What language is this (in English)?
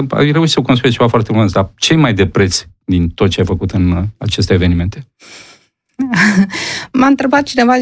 Romanian